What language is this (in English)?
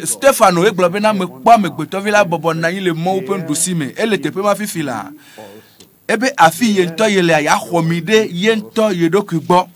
Ewe